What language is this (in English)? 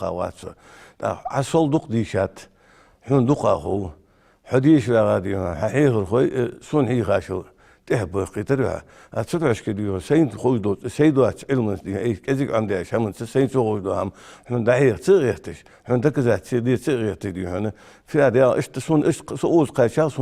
Ingush